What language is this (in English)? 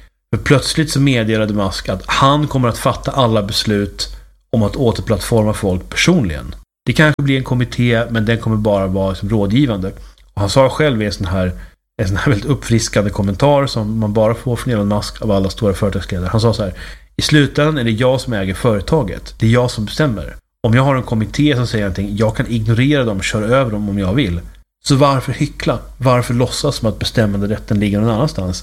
Swedish